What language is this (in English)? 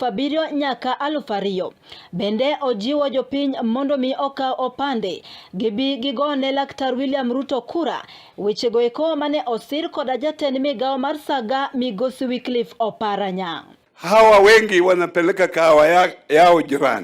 Luo (Kenya and Tanzania)